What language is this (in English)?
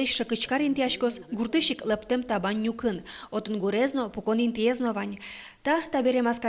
Udmurt